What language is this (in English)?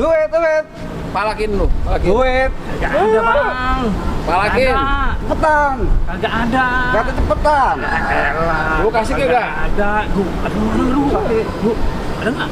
Betawi